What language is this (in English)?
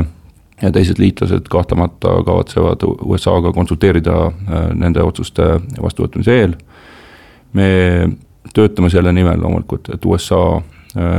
Estonian